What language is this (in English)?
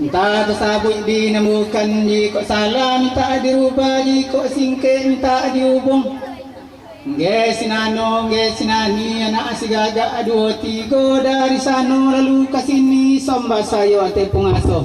Minangkabau